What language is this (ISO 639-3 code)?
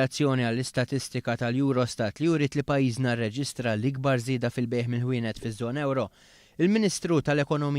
mlt